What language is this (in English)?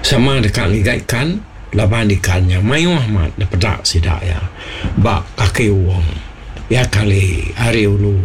Iban